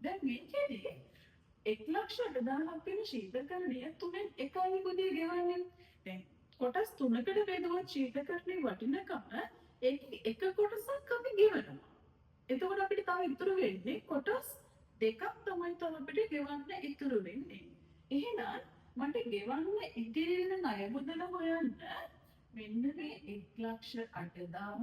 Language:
Sinhala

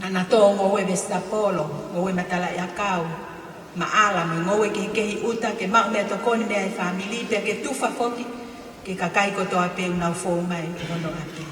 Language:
Tongan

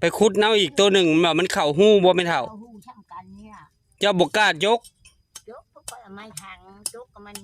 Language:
Northeastern Thai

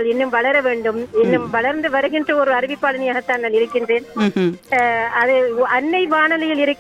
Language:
Tamil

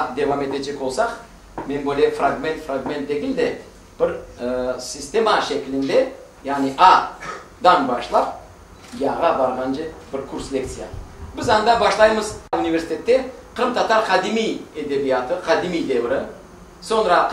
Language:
Crimean Tatar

